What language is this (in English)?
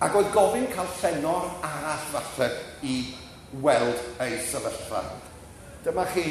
Welsh